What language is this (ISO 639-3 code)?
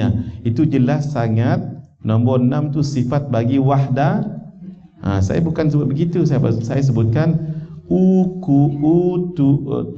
msa